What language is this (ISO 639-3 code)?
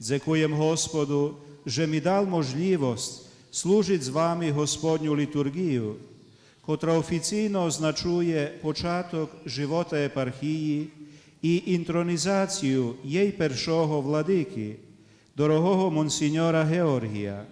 rue